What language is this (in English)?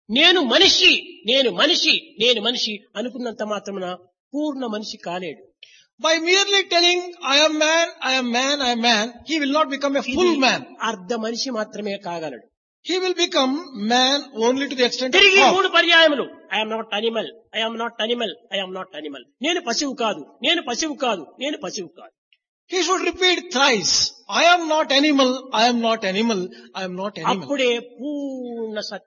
Telugu